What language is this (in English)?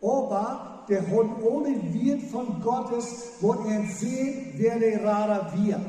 Plautdietsch